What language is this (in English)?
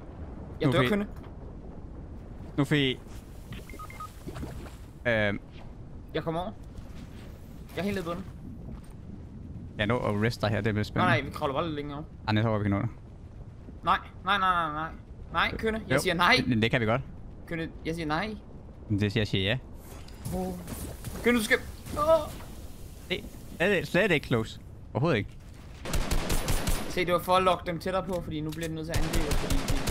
Danish